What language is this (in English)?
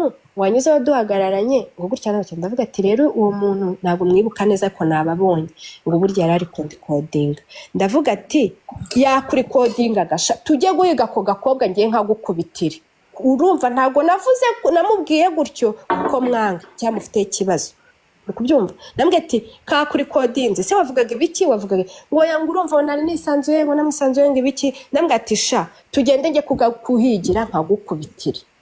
Kinyarwanda